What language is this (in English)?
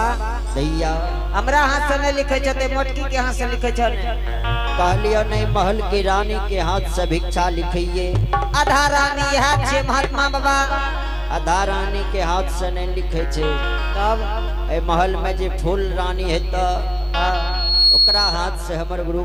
Angika